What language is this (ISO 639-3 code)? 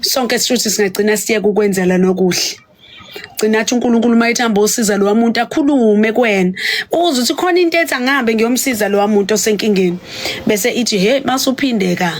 zul